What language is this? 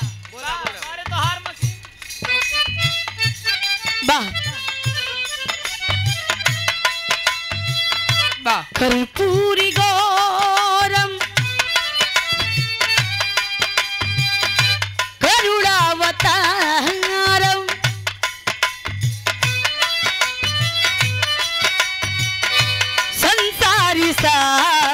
Bhojpuri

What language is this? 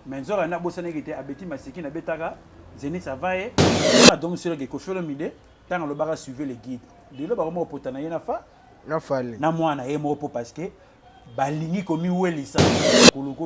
Lingala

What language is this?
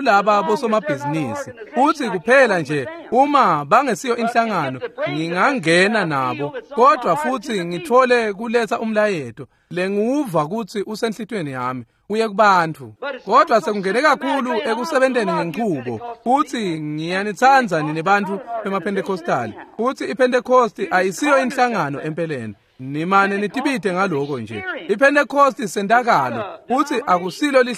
Swati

